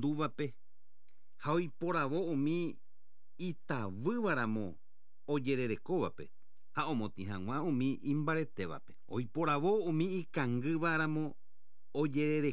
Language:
Guarani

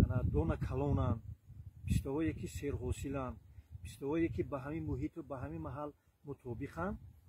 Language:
Tajik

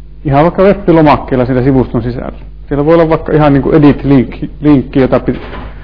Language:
Finnish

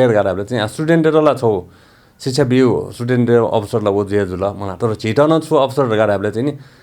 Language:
Newari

